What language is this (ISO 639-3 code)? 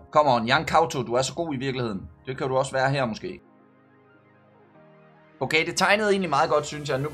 dan